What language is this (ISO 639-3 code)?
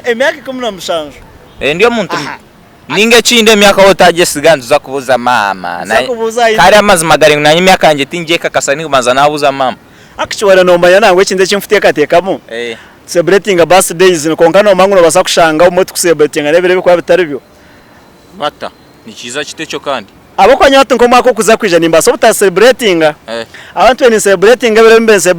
nyn